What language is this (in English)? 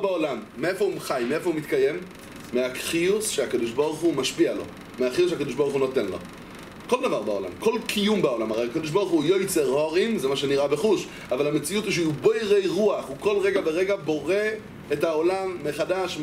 Hebrew